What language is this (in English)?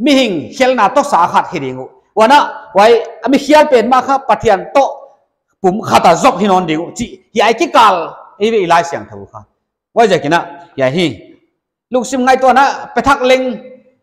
Paite Chin